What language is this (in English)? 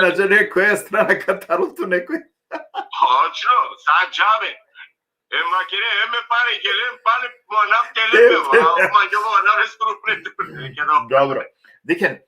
Balkan Romani